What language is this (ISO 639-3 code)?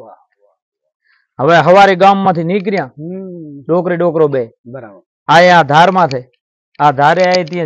guj